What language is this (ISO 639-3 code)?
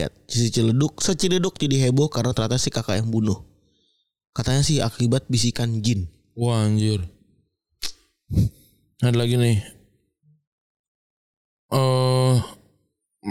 ind